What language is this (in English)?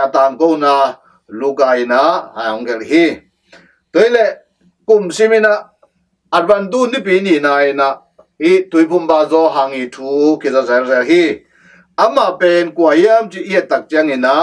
Tedim Chin